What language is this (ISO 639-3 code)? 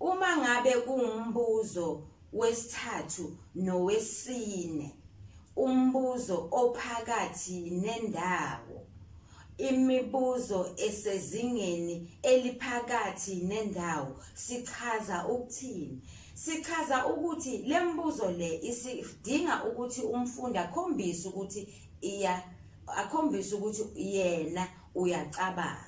zul